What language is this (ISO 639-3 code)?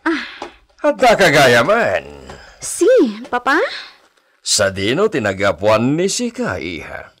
ilo